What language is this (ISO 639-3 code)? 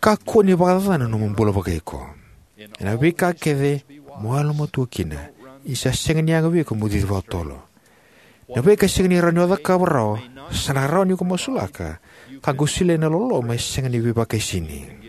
fij